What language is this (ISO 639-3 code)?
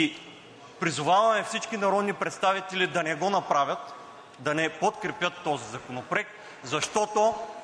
bul